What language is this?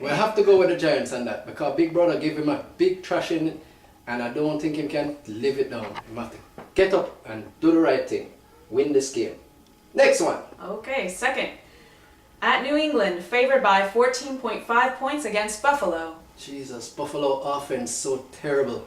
Jamaican Creole English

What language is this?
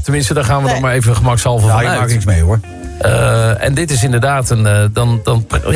Dutch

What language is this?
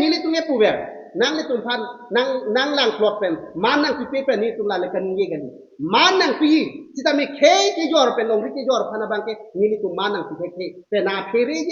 Karbi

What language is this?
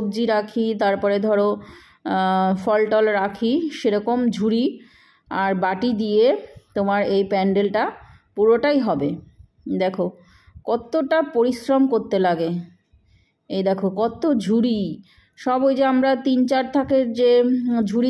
Bangla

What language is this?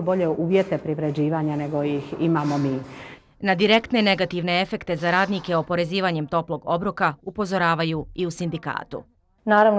Bosnian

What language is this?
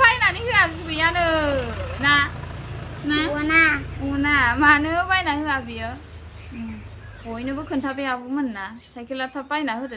Bodo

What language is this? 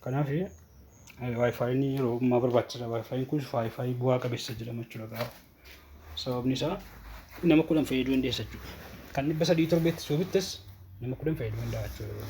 Oromo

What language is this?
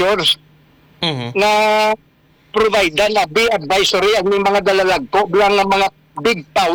Hiligaynon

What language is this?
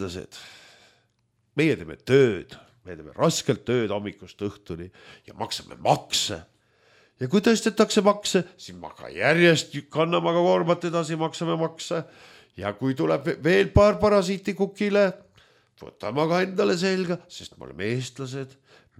Estonian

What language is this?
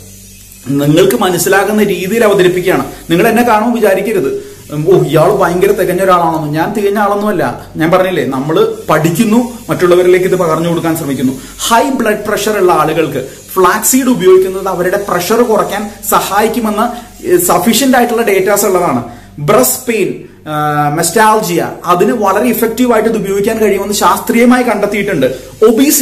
Malayalam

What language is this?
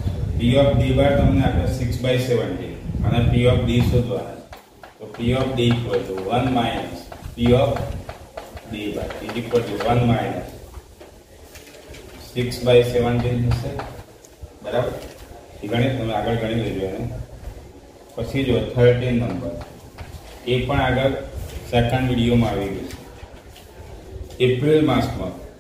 Gujarati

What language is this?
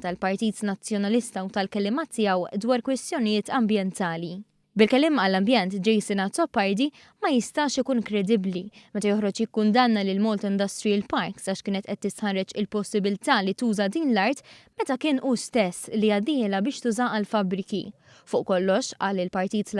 Maltese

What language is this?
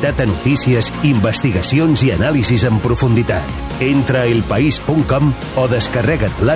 Catalan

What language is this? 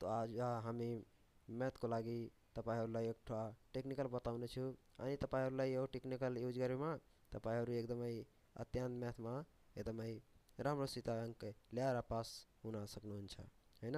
Nepali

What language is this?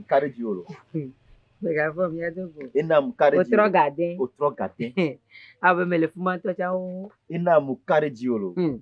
Ewe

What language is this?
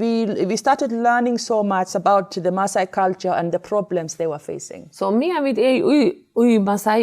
Faroese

